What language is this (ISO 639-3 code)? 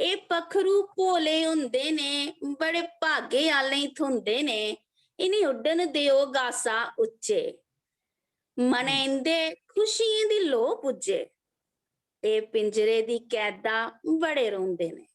doi